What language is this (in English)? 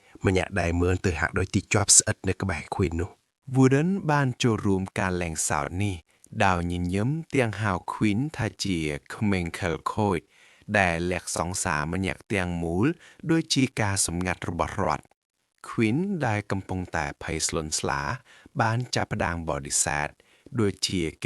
Khmer